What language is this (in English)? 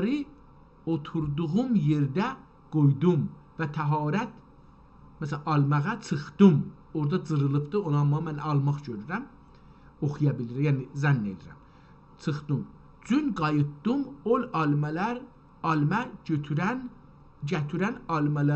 South Azerbaijani